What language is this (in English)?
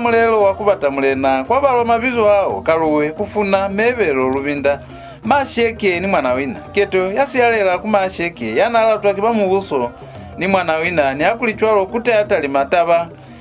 Lozi